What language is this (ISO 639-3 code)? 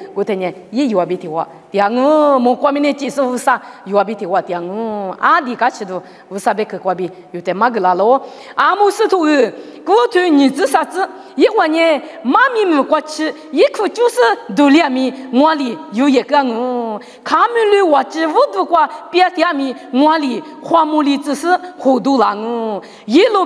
lis